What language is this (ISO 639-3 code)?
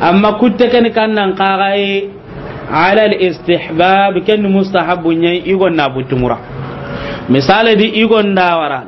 snk